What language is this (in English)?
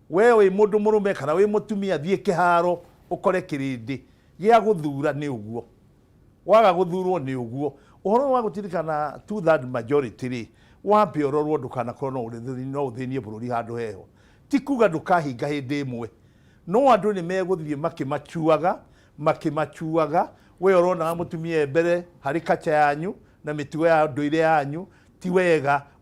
Kikuyu